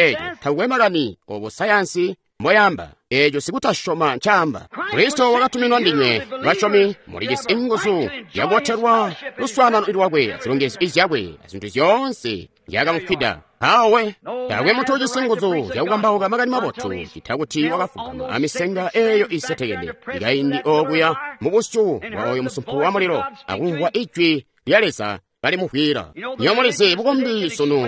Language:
Tonga (Zambia)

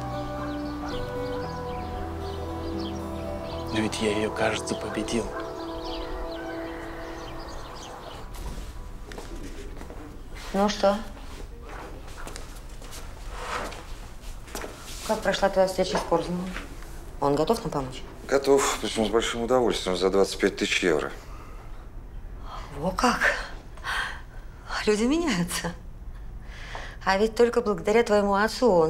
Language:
Russian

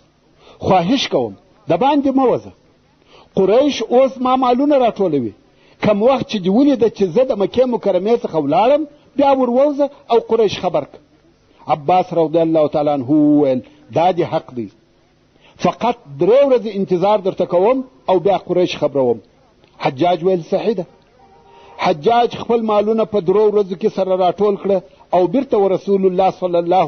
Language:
Pashto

